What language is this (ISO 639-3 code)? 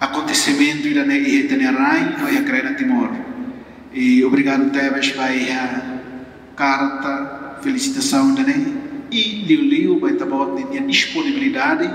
tet